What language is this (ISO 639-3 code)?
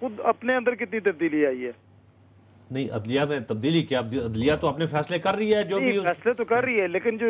urd